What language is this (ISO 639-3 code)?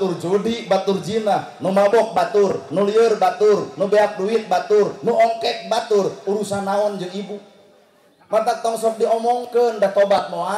sun